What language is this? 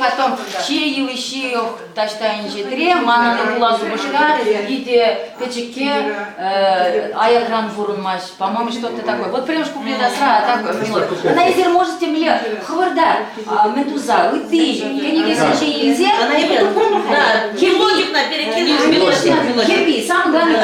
Chuvash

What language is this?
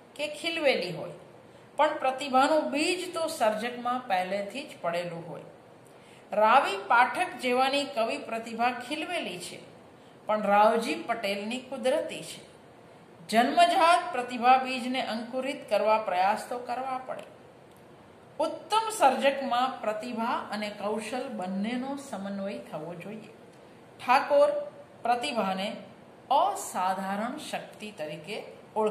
Gujarati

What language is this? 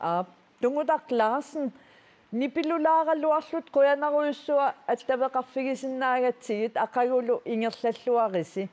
Kalaallisut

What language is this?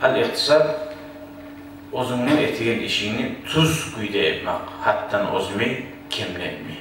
Kumyk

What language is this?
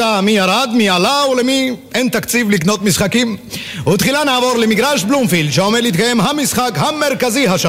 Hebrew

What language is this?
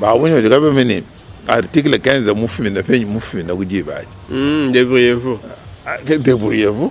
Luba-Lulua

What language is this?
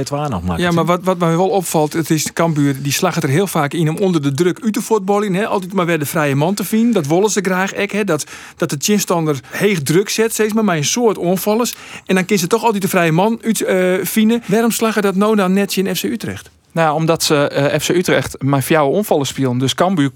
Western Frisian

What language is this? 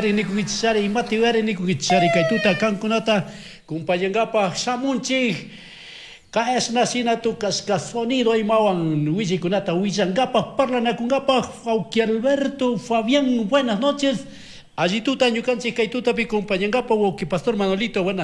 Chimborazo Highland Quichua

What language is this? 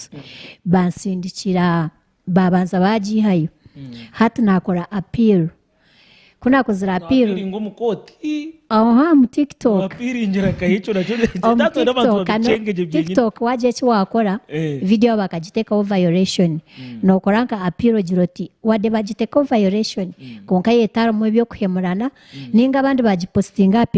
Nyankole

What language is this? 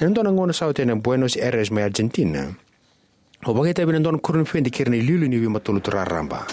Fijian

